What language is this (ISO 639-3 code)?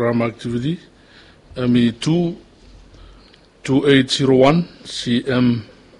bis